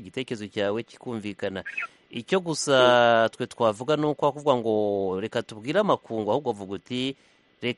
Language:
Kinyarwanda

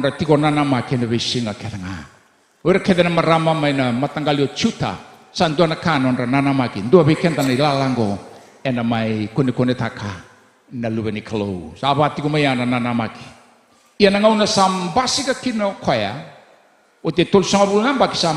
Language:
Fijian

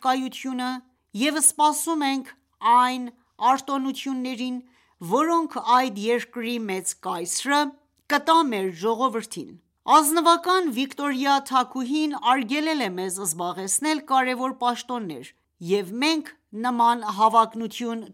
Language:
Armenian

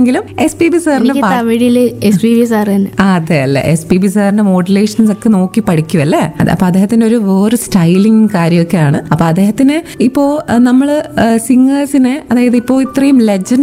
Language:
Malayalam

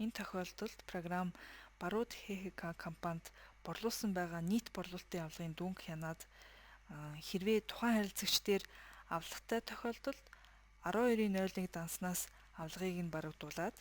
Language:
Mongolian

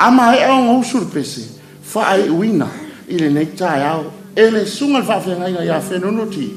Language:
Samoan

